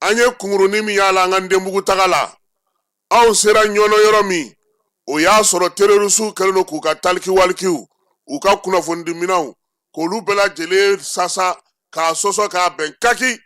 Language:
Bambara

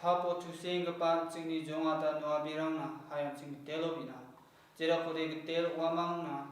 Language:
Garo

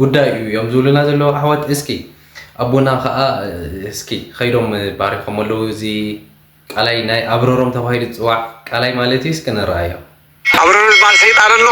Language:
Tigrinya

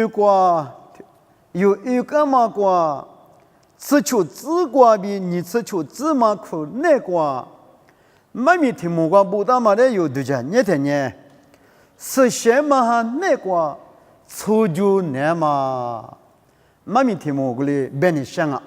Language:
Lisu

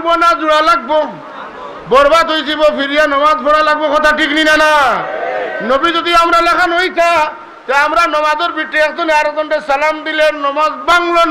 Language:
Sylheti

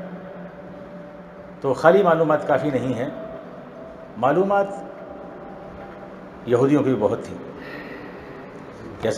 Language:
Urdu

